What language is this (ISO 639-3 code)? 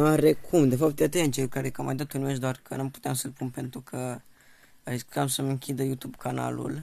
ron